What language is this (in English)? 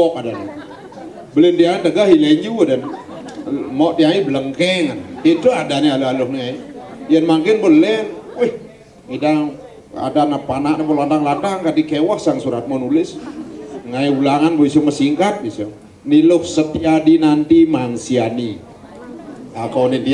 Balinese